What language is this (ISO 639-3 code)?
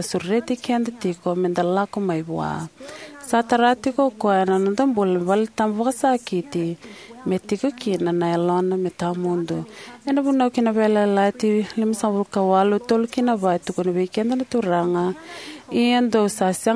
fij